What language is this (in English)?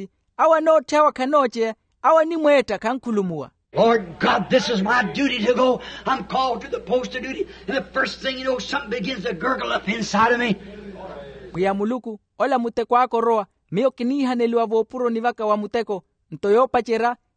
Makhuwa